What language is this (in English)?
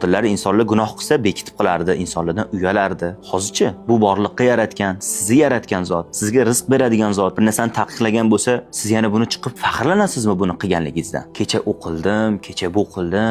Uzbek